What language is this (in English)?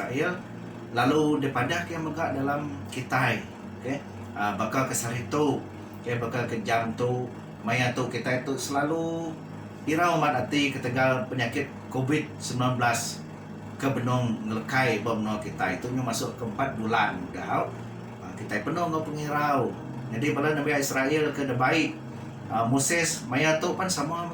Iban